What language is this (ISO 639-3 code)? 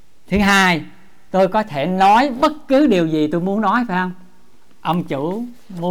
vie